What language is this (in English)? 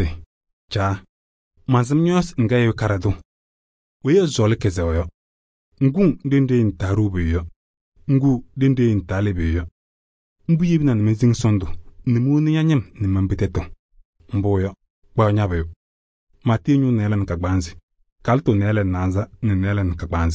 Kabiyè